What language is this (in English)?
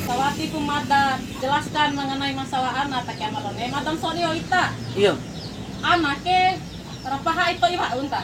Bima